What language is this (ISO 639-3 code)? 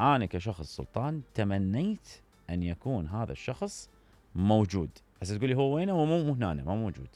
acm